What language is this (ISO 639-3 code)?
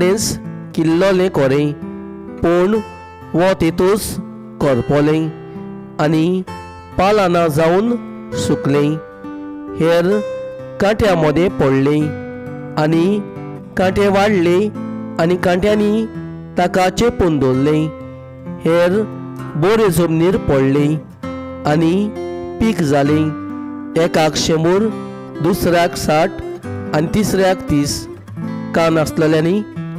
kok